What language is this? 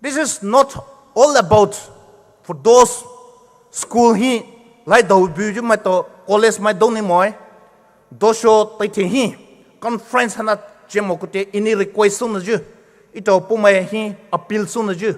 Poumei Naga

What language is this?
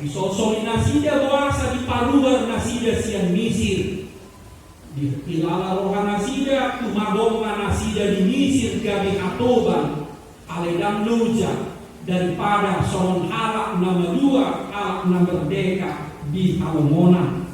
Batak Toba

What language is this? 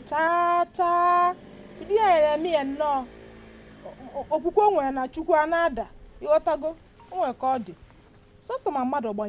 Igbo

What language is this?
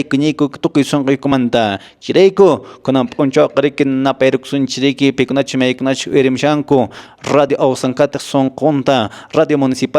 Quechua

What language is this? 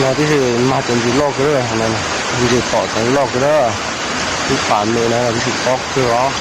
Hmong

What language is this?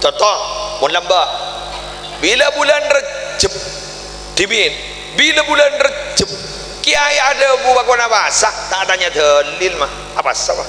Madurese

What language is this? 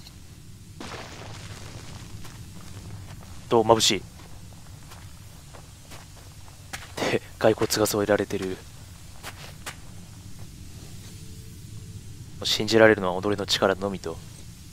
Japanese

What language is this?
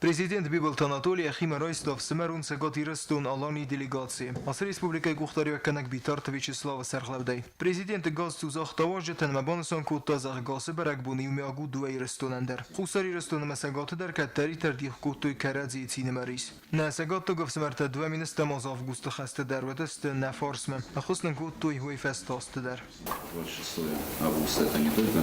Ossetic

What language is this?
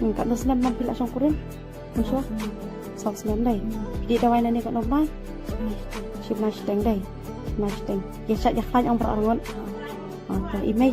Khasi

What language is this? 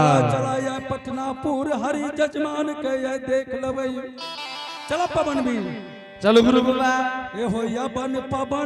Angika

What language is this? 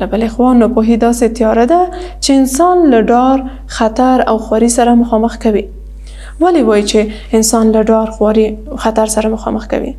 Pashto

